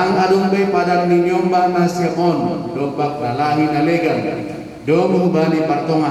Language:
Batak Simalungun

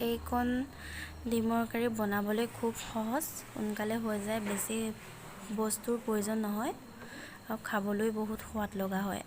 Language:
Assamese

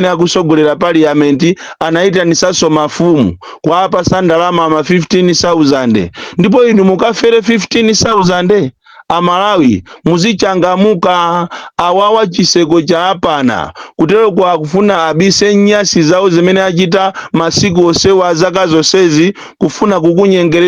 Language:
Nyanja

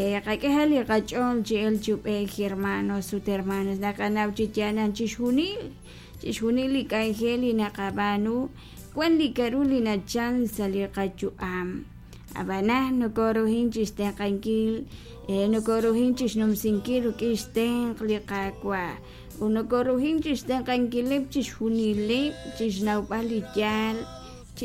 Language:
Kekchí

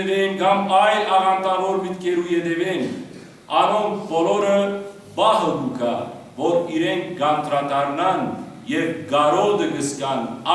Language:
Western Armenian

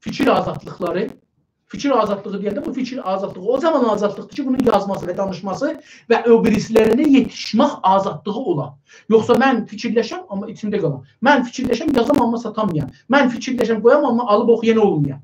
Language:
South Azerbaijani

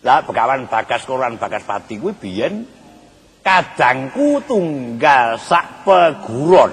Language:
Javanese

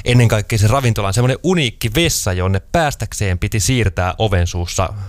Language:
Finnish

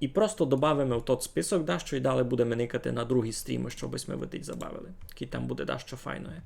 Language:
Rusyn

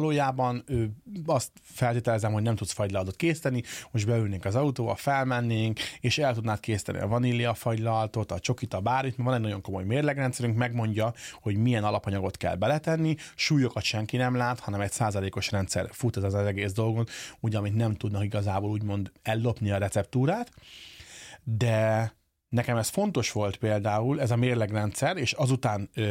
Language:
Hungarian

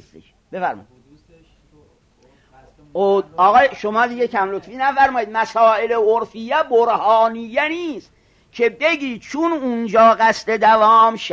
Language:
Persian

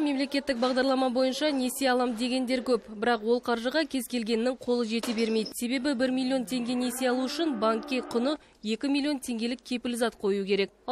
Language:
Kazakh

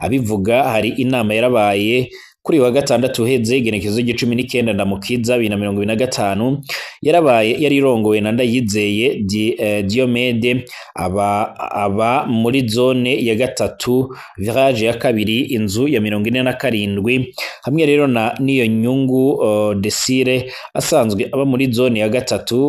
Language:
Rundi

